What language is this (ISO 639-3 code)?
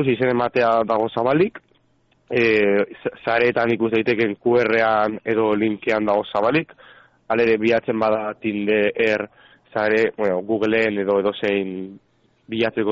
eus